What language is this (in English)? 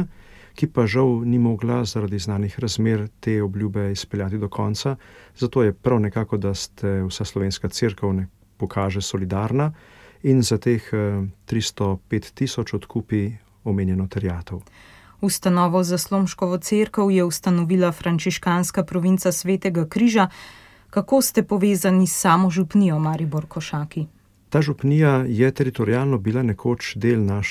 Slovenian